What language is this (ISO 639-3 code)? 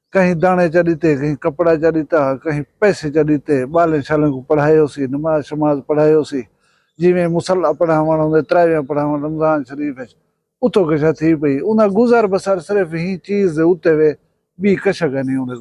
skr